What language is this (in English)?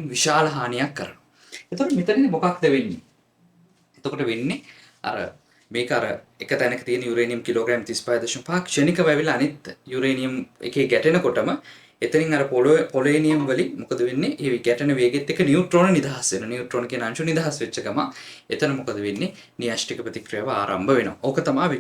Sinhala